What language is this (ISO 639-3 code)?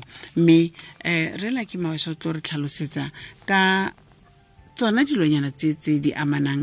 tsn